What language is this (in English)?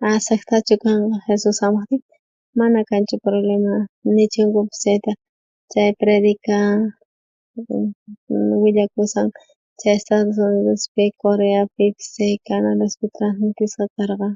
South Bolivian Quechua